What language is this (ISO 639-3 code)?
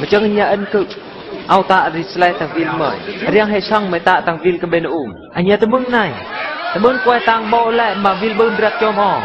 bru